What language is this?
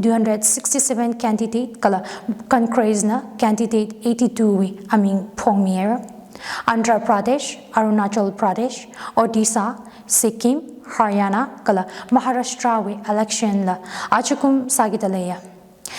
Tangkhul Naga (India)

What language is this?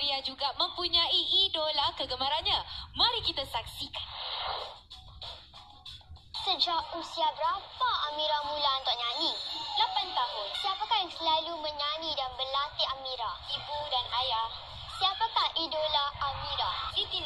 Malay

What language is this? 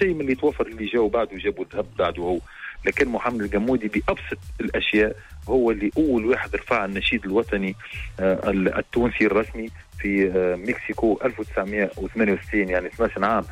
Tunisian Arabic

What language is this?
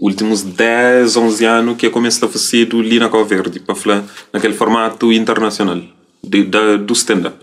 Kabuverdianu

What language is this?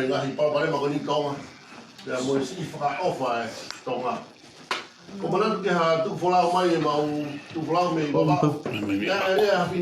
Tongan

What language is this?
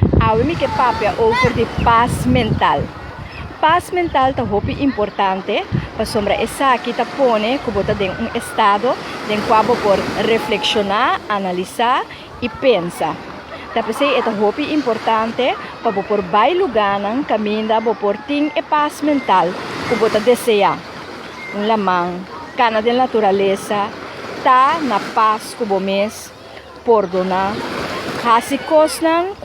Papiamento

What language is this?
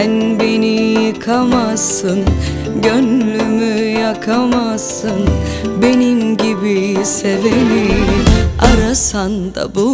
Turkish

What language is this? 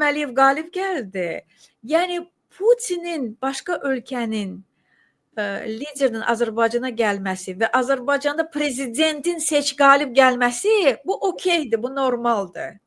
Azerbaijani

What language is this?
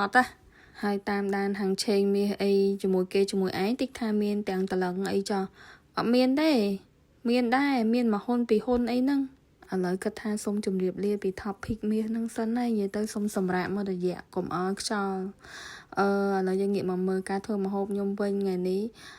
Khmer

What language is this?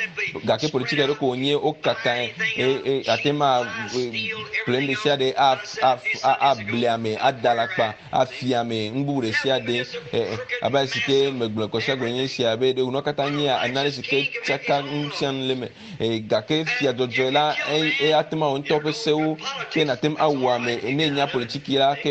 Ewe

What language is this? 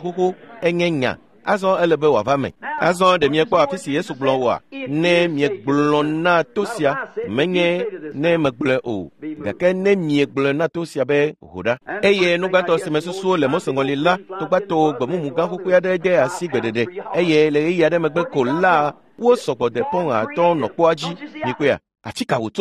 Ewe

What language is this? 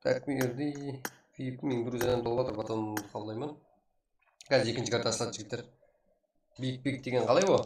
Kara-Kalpak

